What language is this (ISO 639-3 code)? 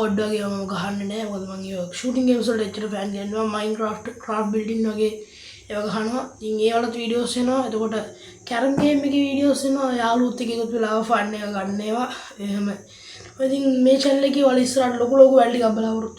sin